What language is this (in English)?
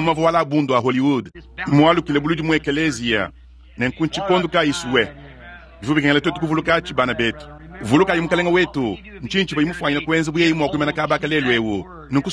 Luba-Lulua